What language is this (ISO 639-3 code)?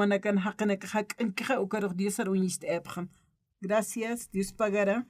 aym